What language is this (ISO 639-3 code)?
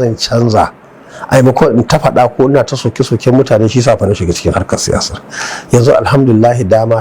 hau